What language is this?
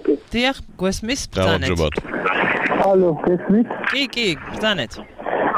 Georgian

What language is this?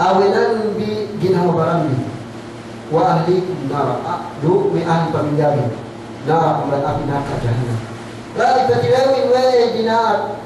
Yakan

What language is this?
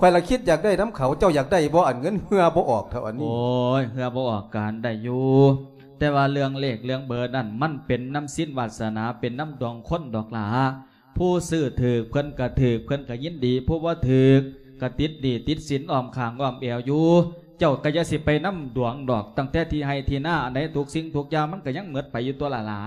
Lao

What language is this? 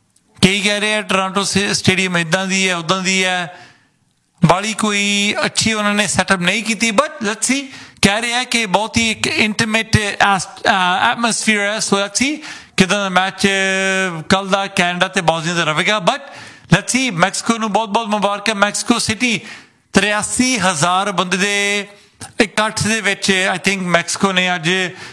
Punjabi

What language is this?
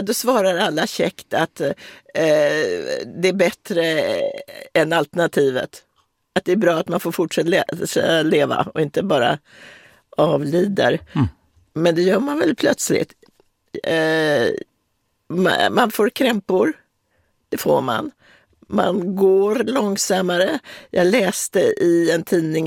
Swedish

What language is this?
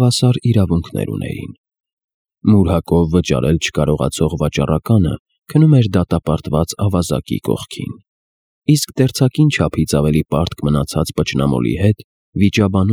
Armenian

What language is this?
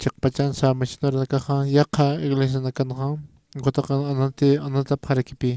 Aymara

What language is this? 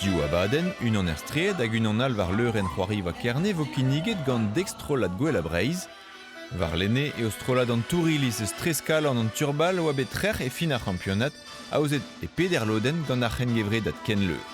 Breton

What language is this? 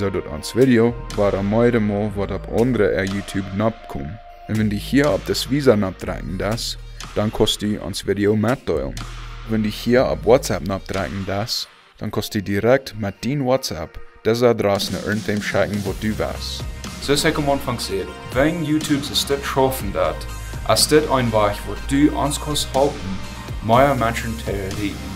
Plautdietsch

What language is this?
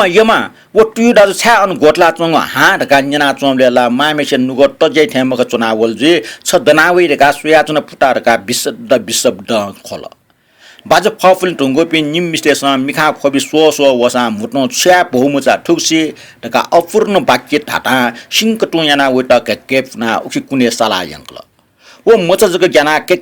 Newari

